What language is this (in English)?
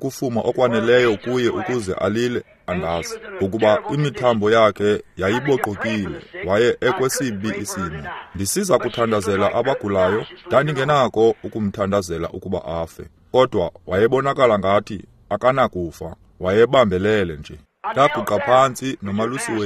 Xhosa